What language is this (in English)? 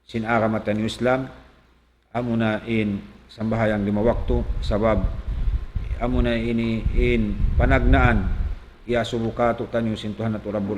Tausug